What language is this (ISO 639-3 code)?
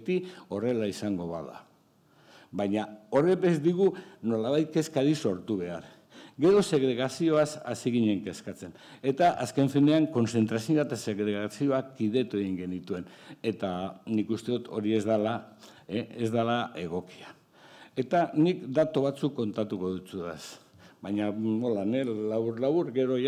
eus